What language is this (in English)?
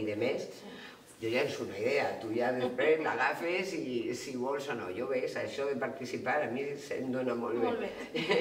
Catalan